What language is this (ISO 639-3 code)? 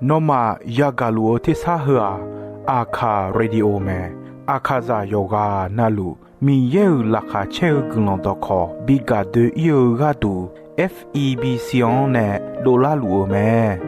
ahk